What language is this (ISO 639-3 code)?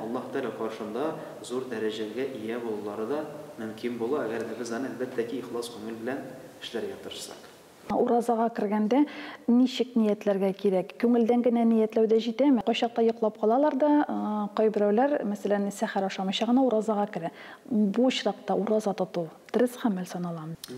tat